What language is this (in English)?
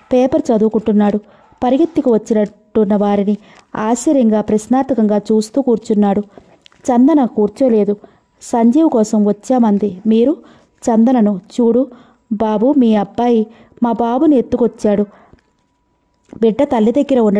Telugu